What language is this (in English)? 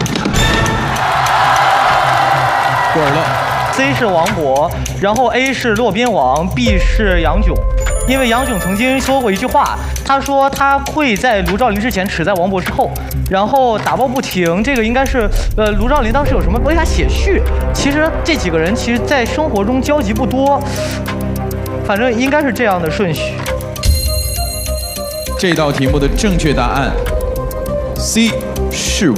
Chinese